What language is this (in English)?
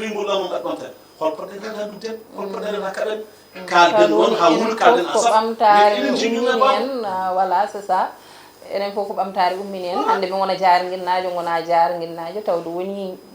Fula